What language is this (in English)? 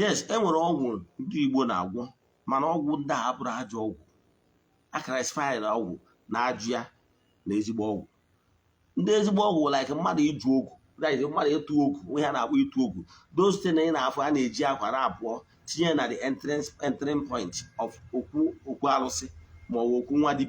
Igbo